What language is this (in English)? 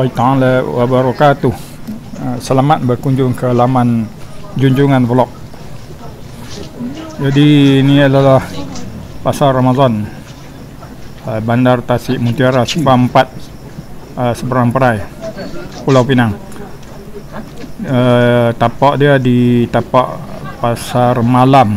Malay